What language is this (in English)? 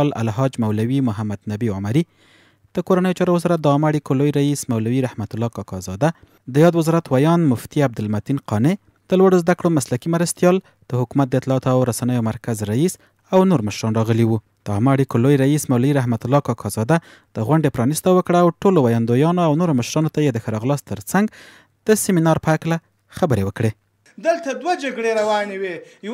Pashto